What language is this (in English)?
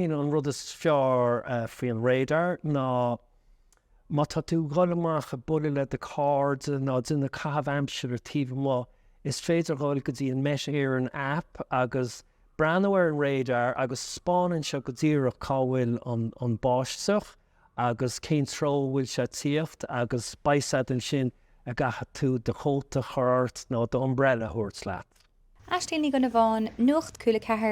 Irish